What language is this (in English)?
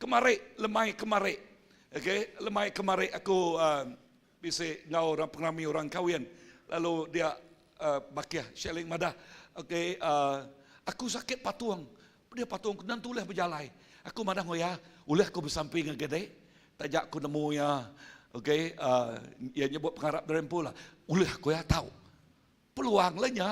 Iban